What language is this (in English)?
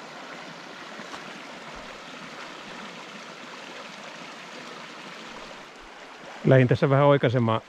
Finnish